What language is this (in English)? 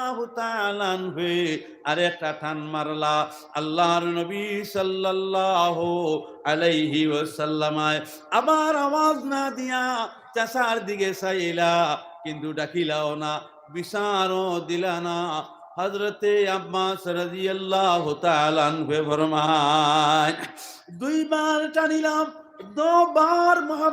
Sylheti